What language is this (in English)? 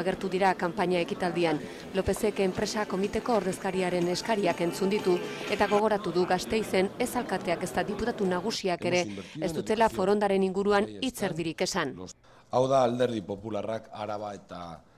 Basque